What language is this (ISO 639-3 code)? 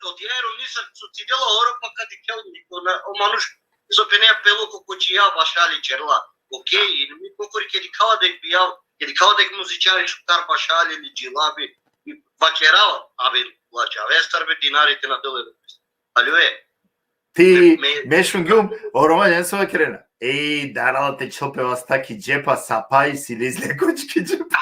rmn